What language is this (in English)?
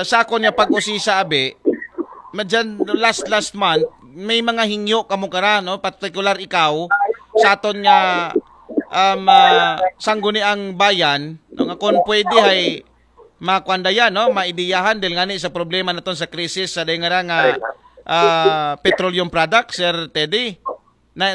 Aklanon